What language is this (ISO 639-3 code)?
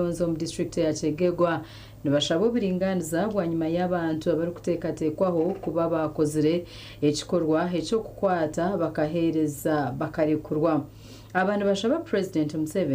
nyn